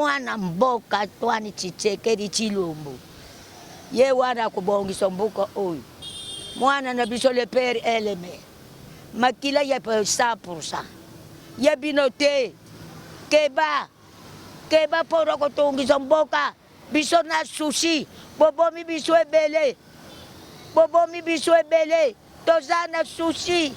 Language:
Lingala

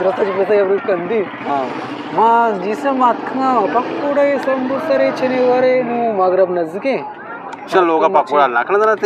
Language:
Eastern Balochi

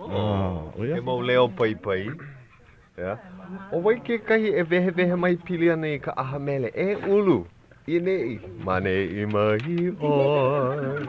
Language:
Hawaiian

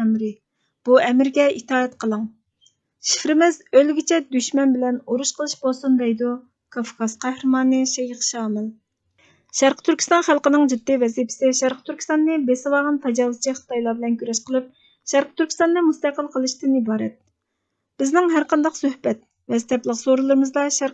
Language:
Uyghur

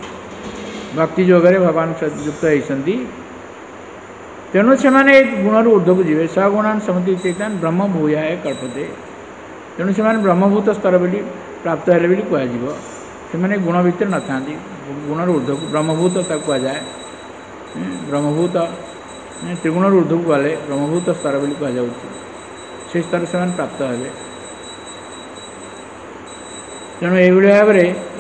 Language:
Odia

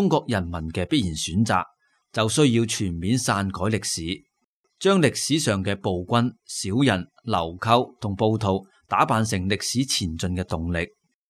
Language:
Cantonese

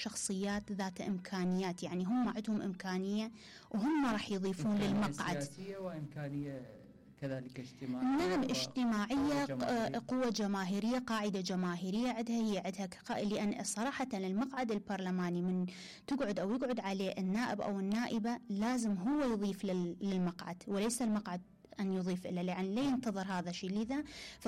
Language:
Mesopotamian Arabic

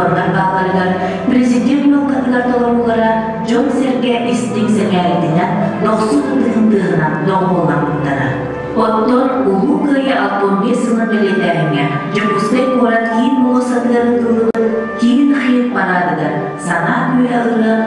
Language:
Yakut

